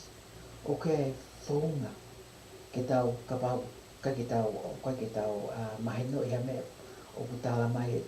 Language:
Tongan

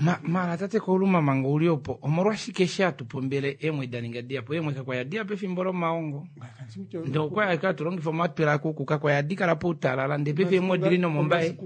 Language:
Kuanyama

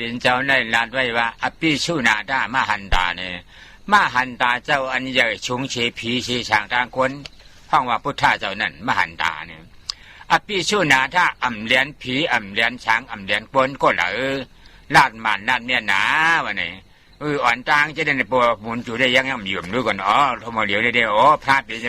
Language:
Shan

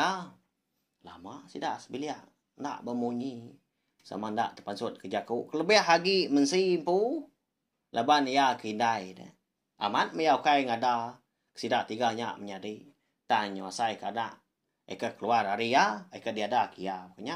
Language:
Iban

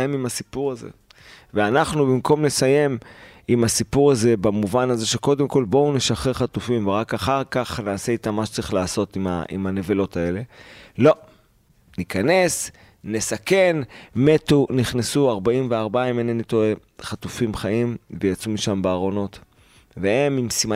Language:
Hebrew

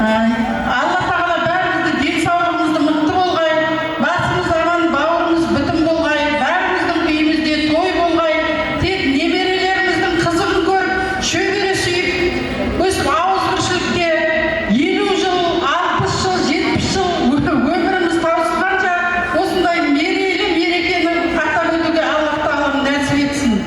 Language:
Kara-Kalpak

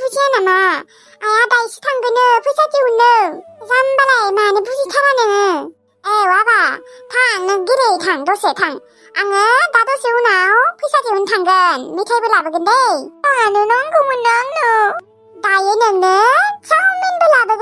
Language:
Bodo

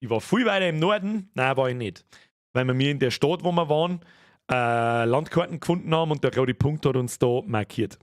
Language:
Bavarian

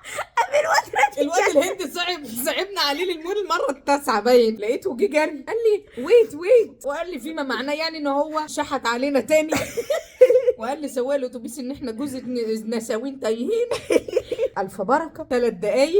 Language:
Egyptian Arabic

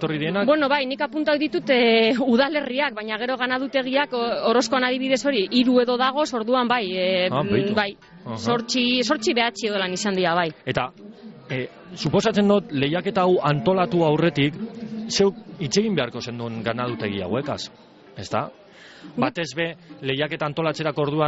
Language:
Basque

